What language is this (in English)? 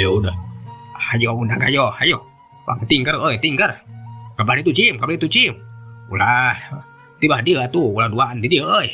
Sundanese